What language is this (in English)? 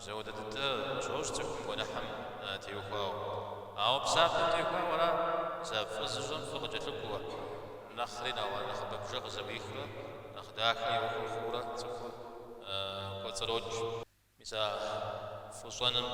Kabardian